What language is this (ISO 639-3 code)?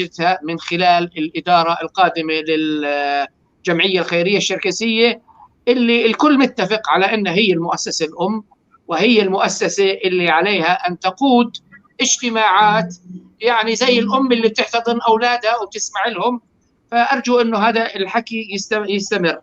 apc